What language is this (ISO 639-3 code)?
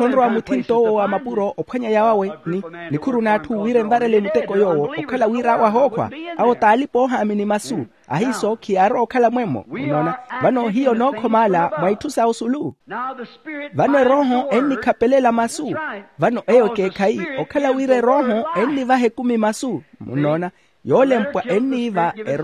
vmw